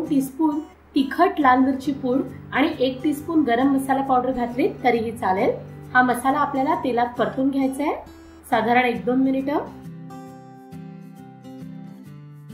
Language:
Marathi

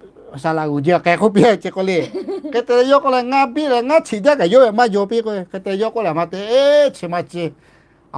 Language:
Lahu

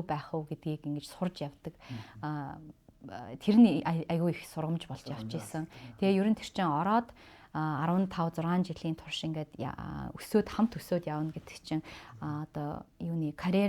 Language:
Mongolian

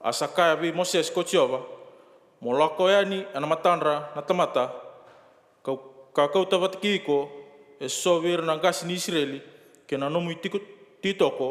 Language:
Fijian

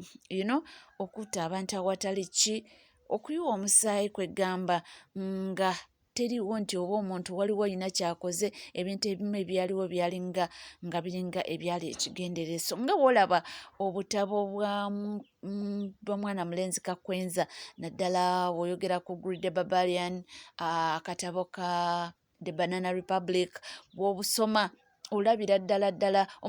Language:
Ganda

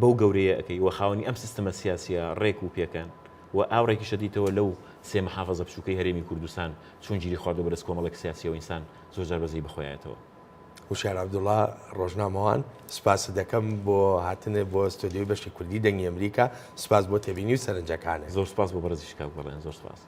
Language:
Central Kurdish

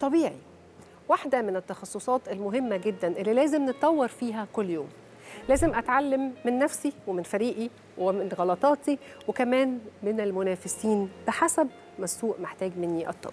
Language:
Egyptian Arabic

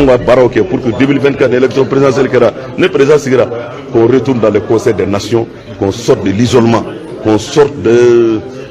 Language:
Bambara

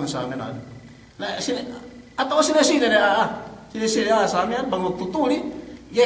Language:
Yakan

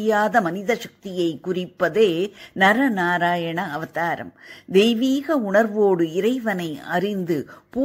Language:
Tamil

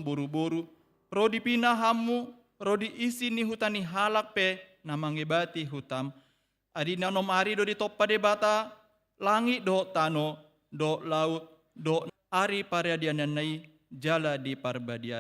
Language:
Batak Toba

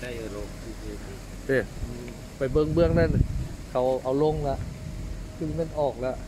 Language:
Lao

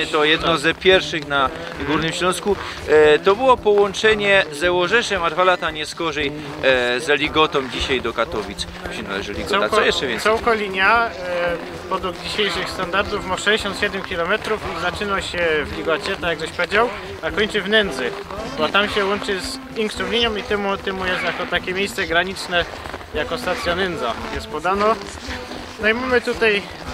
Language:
Silesian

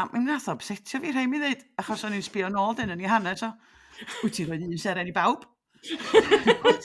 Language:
Welsh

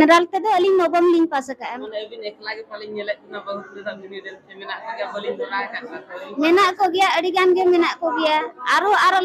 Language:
Santali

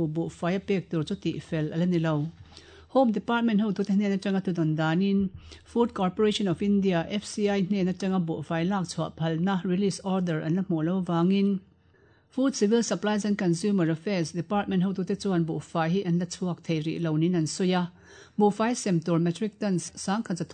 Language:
Mizo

